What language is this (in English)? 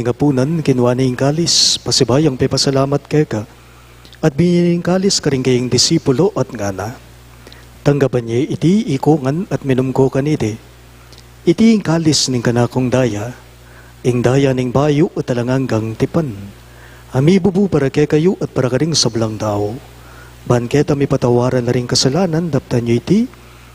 Pampanga